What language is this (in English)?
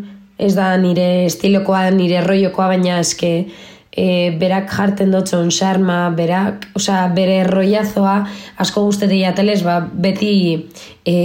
Basque